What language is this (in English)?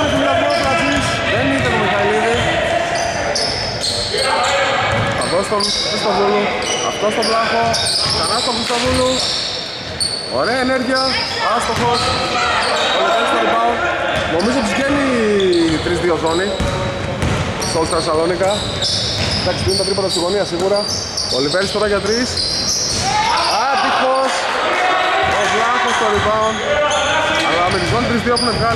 Greek